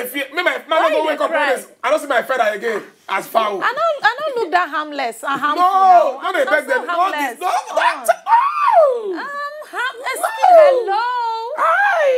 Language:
Nigerian Pidgin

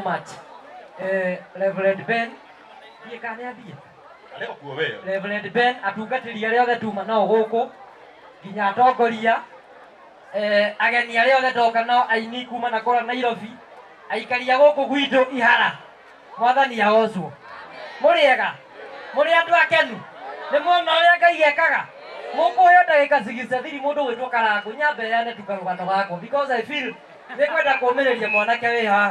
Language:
Kikuyu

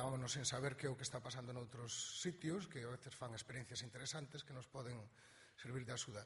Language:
Galician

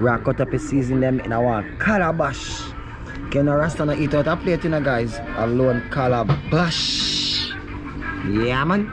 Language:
Jamaican Creole English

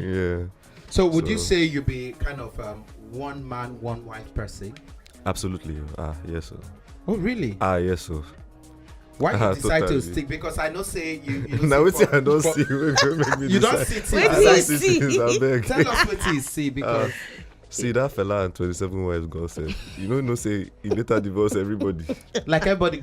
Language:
Nigerian Pidgin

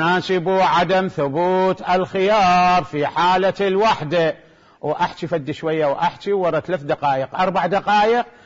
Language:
Mesopotamian Arabic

